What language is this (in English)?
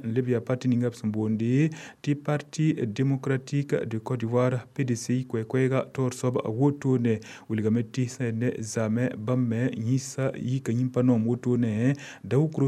Mossi